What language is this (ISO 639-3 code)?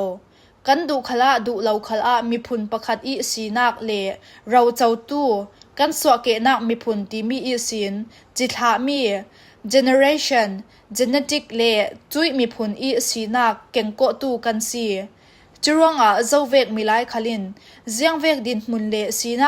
cfm